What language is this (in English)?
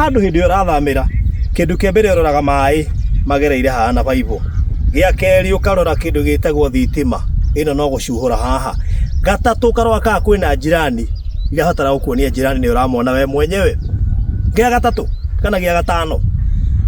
Kikuyu